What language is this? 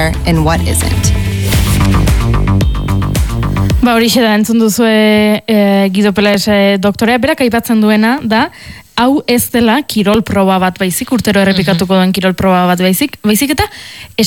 Basque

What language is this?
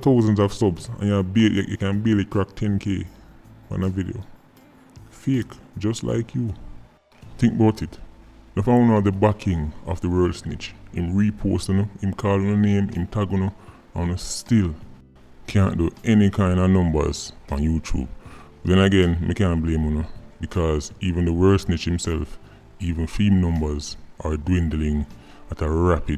Jamaican Creole English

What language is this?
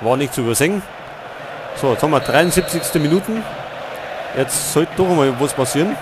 Bavarian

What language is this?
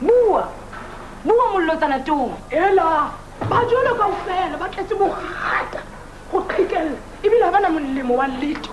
Southern Sotho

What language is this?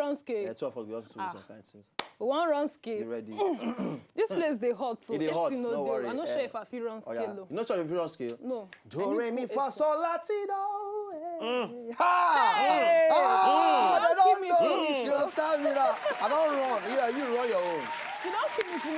Nigerian Pidgin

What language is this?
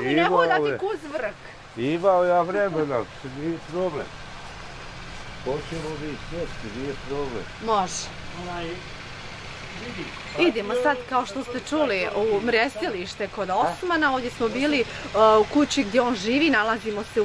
Bosnian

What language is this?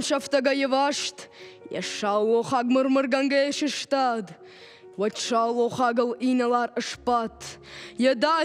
Ossetic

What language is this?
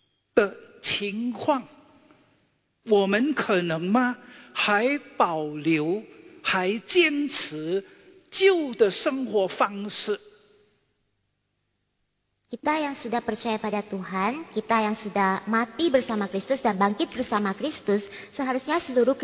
Indonesian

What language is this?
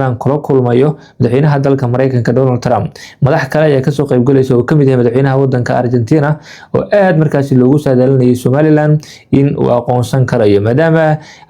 Somali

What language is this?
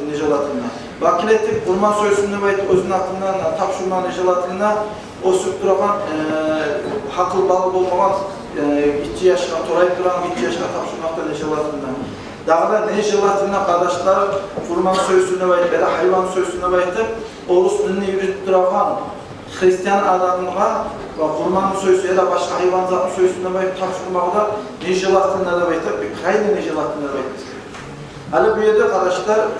Kumyk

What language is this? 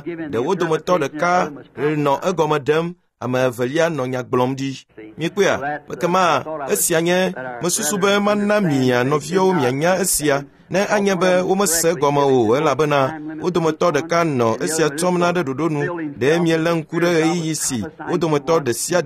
Ewe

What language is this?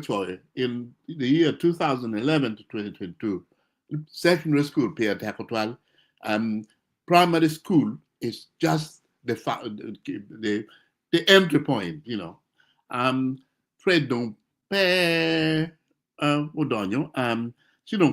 Acoli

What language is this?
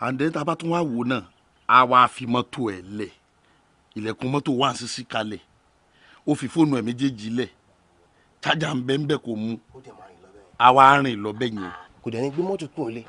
Yoruba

